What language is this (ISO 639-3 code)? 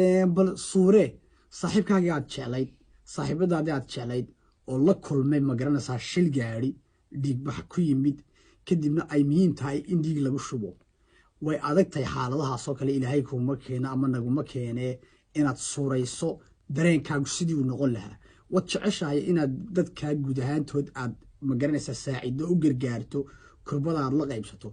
som